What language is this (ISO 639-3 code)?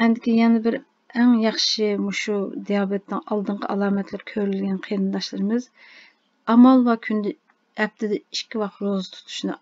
uig